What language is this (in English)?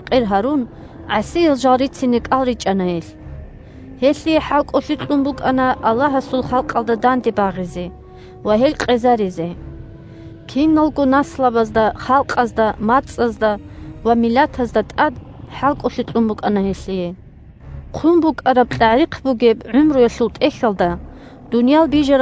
Avaric